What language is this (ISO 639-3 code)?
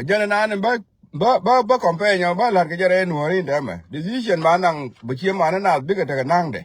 nus